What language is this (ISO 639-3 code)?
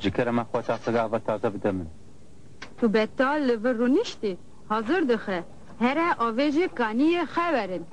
kur